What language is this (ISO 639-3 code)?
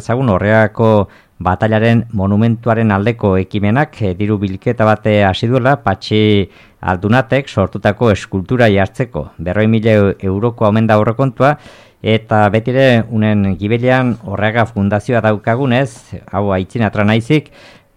eus